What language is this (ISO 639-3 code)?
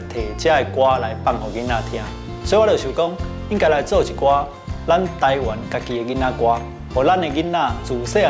nan